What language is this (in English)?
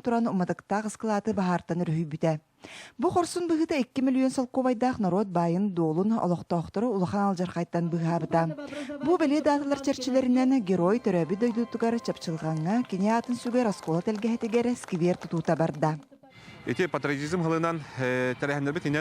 Yakut